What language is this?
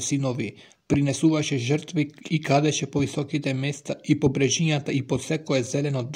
Macedonian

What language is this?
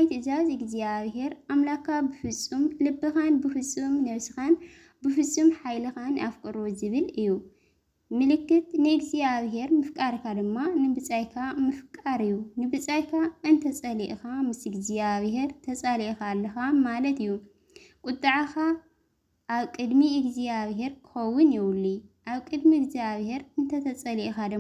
Tigrinya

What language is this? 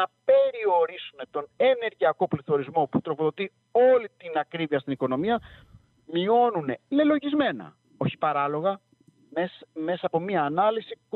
Greek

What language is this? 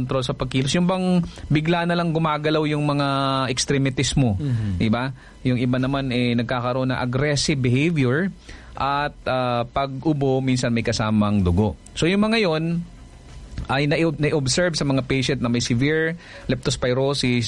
Filipino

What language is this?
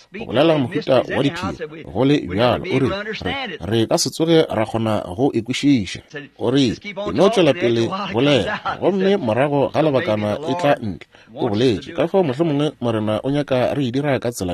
Northern Sotho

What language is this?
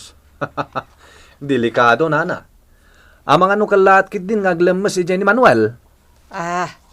Iloko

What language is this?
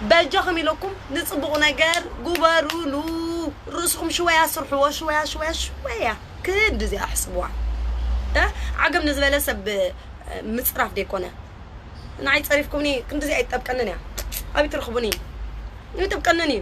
Tigrinya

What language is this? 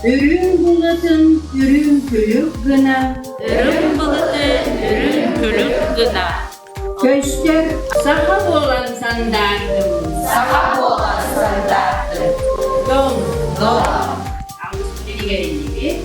Yakut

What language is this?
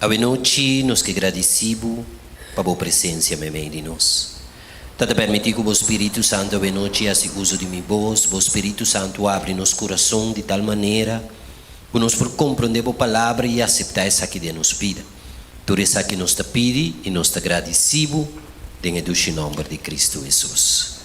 Papiamento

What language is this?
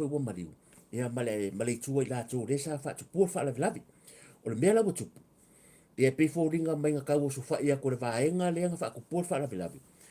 Samoan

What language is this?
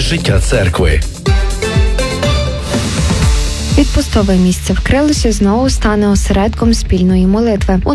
Ukrainian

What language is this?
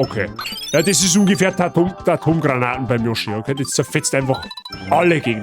Bavarian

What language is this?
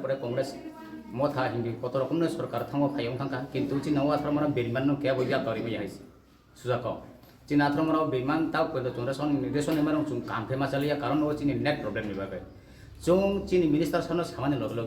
Kok Borok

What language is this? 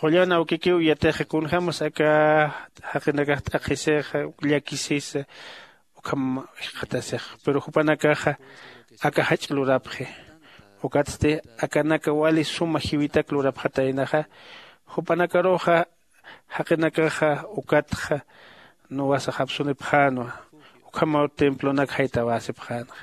Aymara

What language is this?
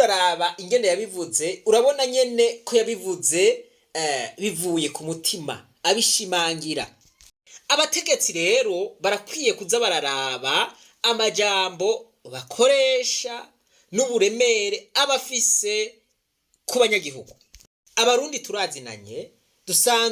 Rundi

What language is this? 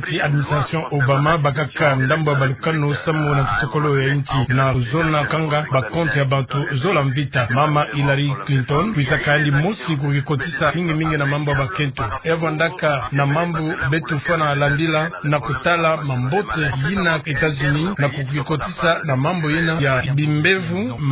Kituba (Democratic Republic of Congo)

